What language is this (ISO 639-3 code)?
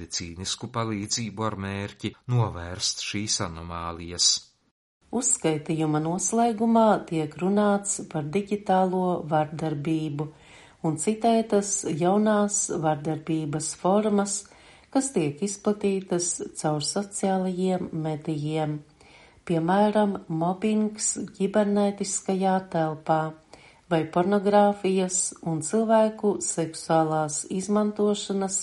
lav